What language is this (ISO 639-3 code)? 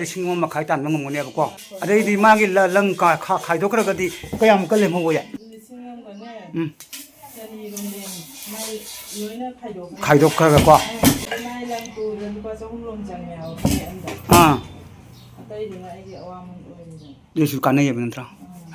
mni